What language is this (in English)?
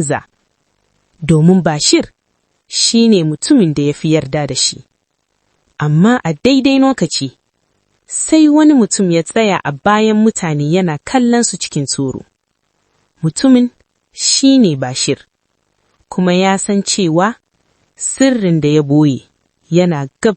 Hausa